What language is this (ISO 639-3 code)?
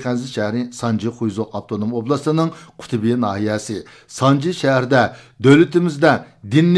uig